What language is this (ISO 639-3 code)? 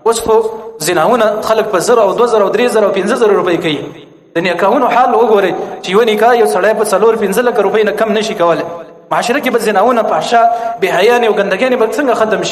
pus